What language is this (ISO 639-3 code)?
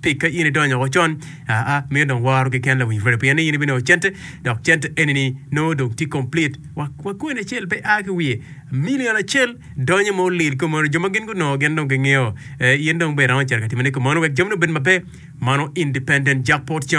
ach